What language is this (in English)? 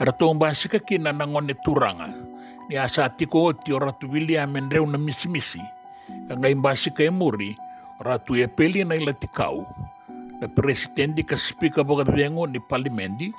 Fijian